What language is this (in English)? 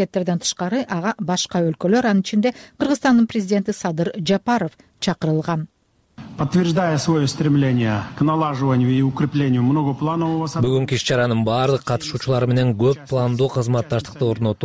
Kyrgyz